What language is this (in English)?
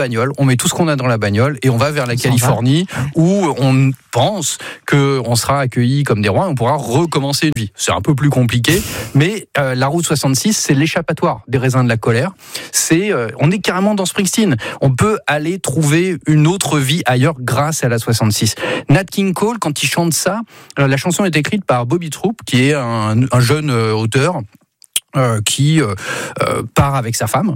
French